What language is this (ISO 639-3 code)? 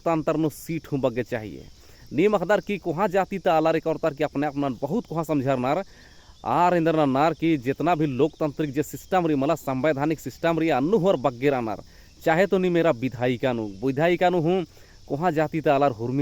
kru